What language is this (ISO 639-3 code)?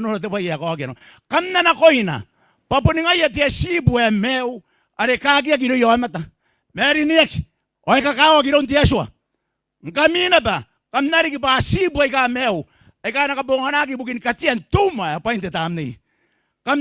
gil